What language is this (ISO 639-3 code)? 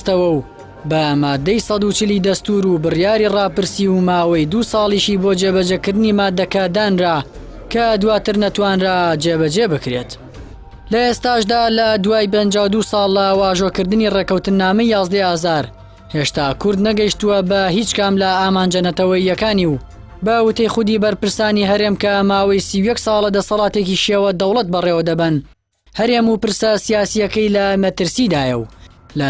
ckb